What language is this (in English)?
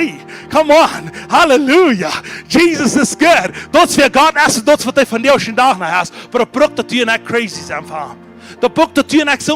Plautdietsch